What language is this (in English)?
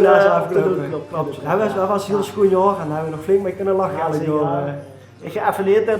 Limburgish